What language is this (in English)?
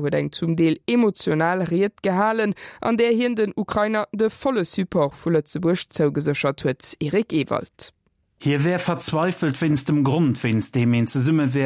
Luxembourgish